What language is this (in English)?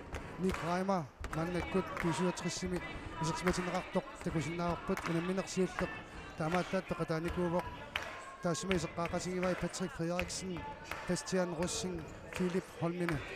Kalaallisut